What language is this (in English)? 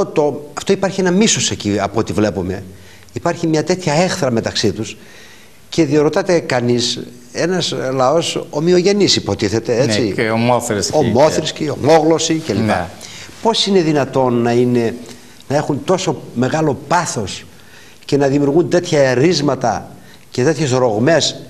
Greek